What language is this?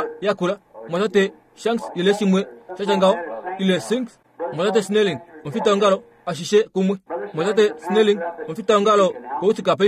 Kuanyama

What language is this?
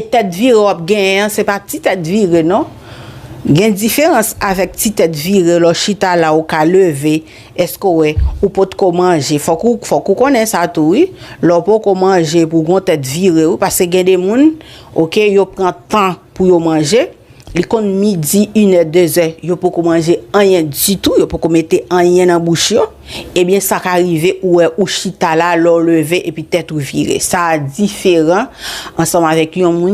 Haitian Creole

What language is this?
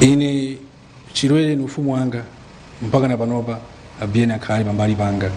Nyanja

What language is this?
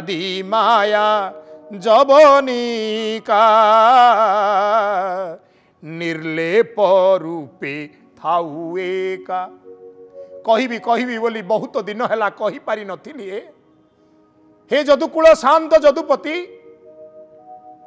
Odia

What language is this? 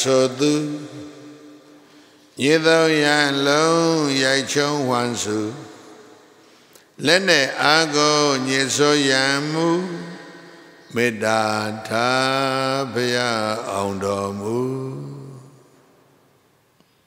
Burmese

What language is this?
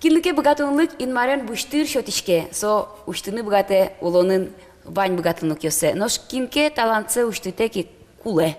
Udmurt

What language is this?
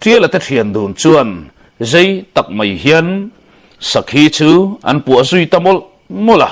Mizo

